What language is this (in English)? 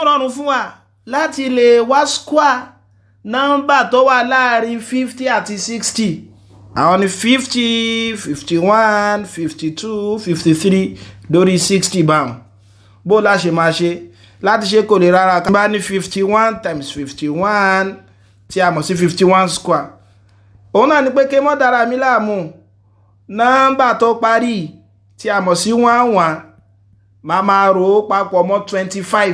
Yoruba